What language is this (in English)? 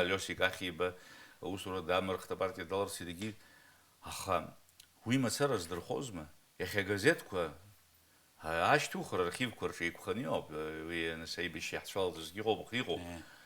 Abkhazian